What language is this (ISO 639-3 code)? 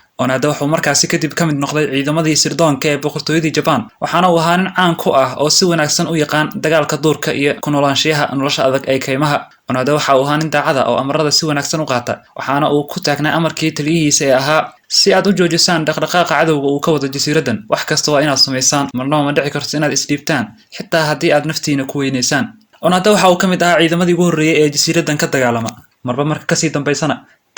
som